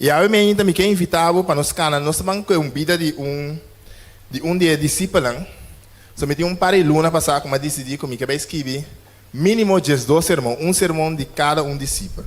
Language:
Papiamento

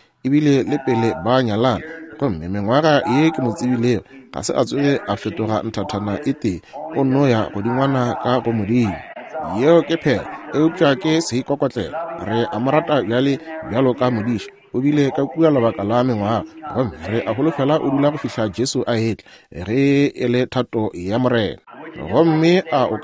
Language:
Northern Sotho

